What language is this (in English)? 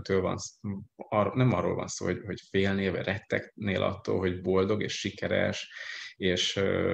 Hungarian